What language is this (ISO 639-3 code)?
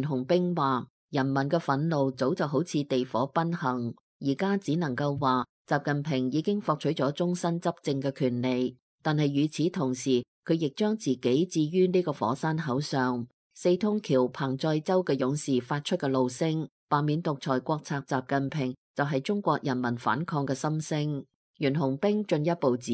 yue